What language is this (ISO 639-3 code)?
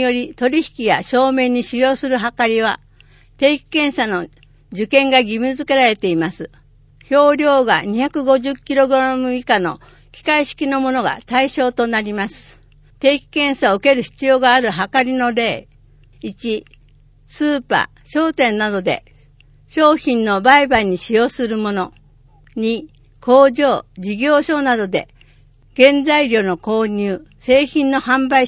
jpn